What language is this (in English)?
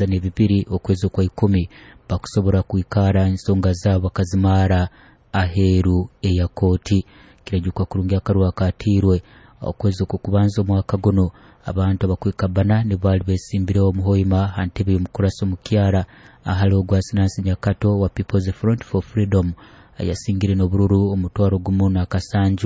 Nyoro